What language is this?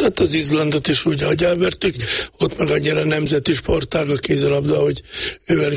Hungarian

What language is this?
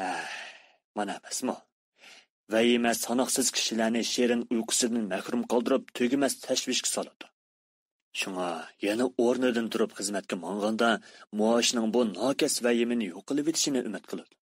Uyghur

